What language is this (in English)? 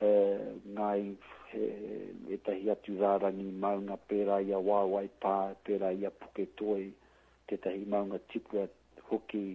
Māori